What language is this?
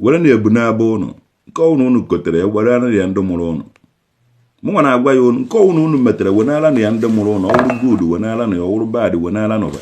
Igbo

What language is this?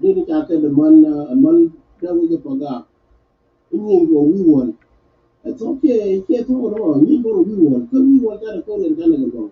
Nuer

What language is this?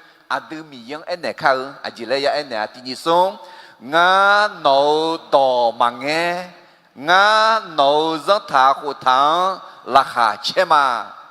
Akha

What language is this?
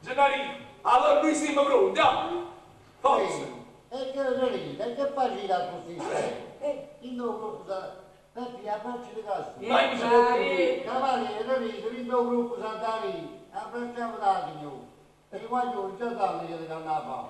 Neapolitan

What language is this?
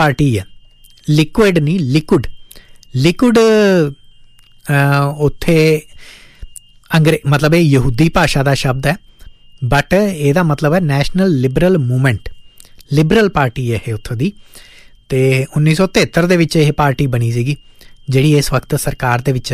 Punjabi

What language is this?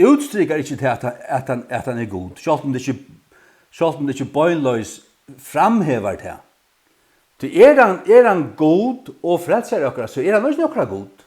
Faroese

